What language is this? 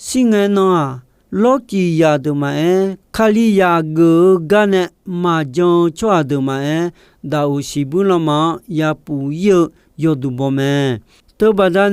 Akha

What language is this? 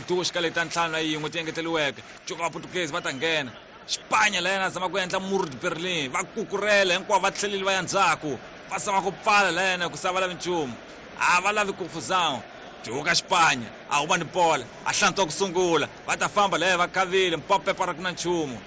Tsonga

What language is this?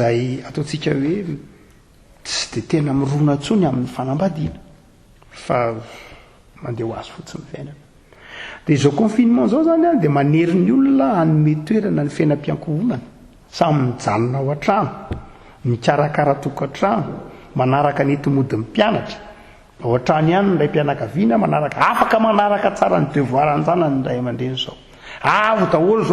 Malagasy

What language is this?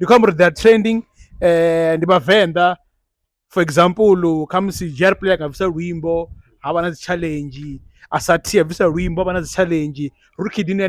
Venda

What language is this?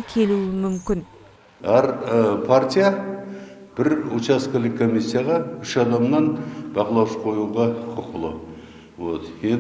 Kazakh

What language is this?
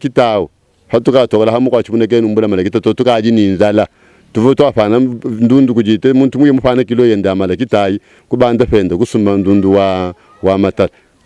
Luba-Lulua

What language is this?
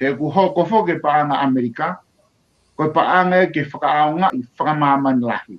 Tongan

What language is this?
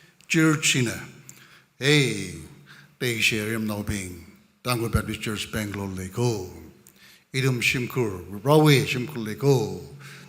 Tangkhul Naga (India)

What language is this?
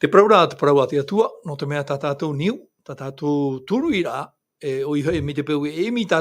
Tahitian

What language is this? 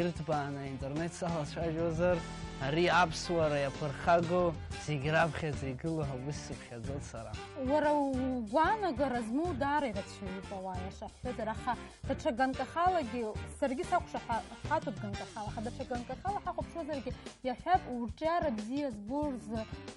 Abkhazian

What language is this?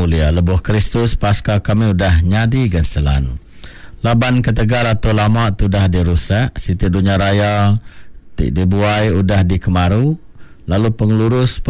Iban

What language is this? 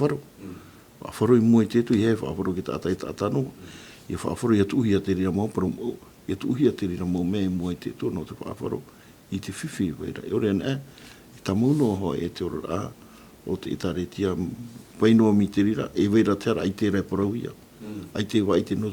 Tahitian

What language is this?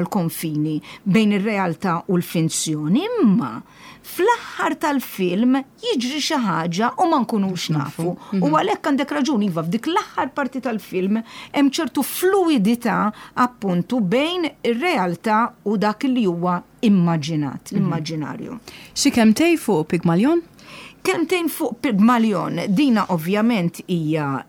Maltese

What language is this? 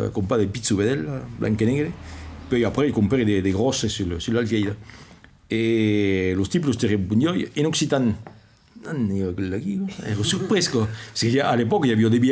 Occitan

